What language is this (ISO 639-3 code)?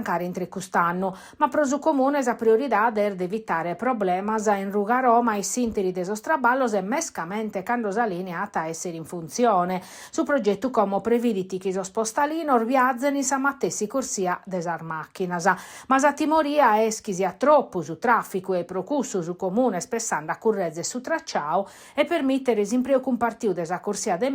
srd